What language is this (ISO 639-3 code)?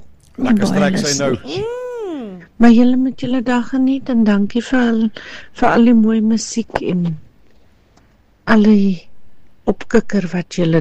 afr